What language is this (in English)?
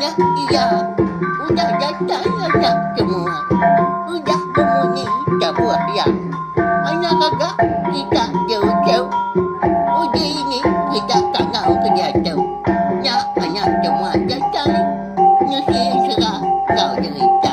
Iban